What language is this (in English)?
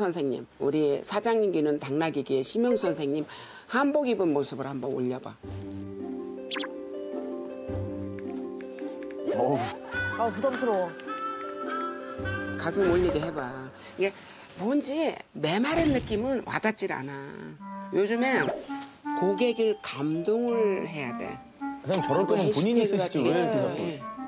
Korean